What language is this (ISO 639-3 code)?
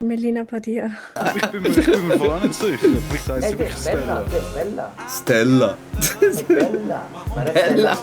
gsw